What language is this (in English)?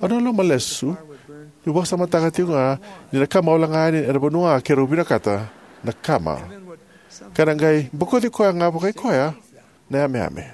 Fijian